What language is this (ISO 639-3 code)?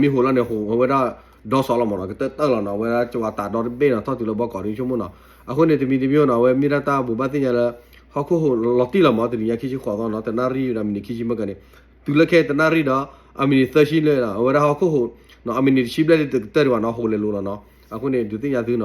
ksw